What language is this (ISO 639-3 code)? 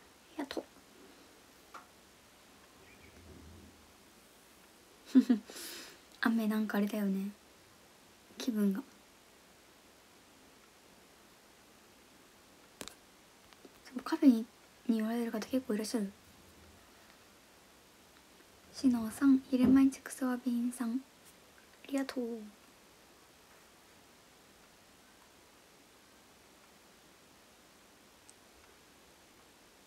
jpn